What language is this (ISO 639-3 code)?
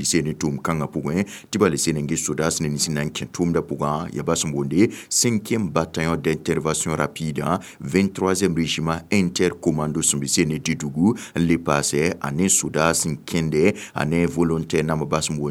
mos